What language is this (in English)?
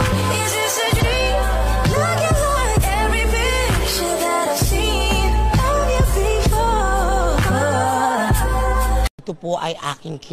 Filipino